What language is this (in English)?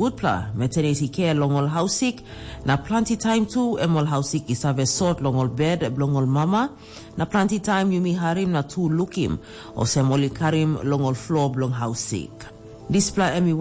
Tok Pisin